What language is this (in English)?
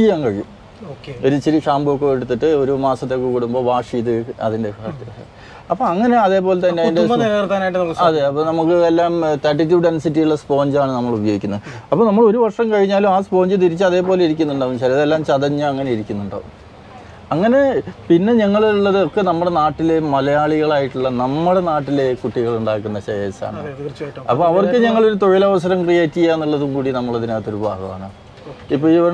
Malayalam